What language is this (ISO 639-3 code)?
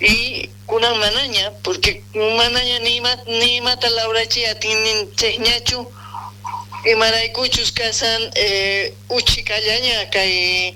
quh